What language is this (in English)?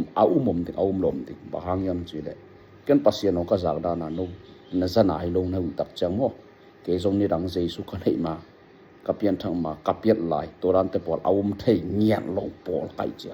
Tedim Chin